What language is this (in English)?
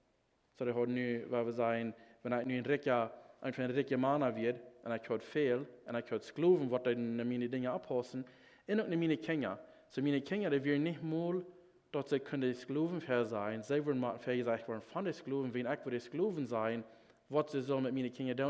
Plautdietsch